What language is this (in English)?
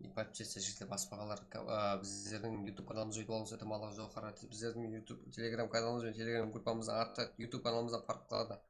Kara-Kalpak